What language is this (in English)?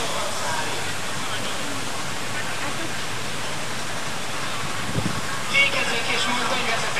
Hungarian